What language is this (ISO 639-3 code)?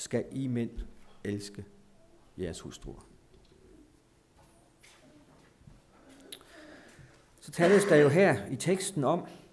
dan